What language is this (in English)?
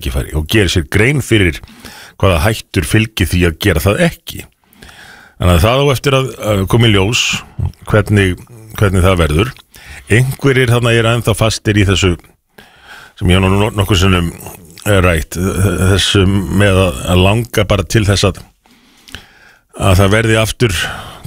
Icelandic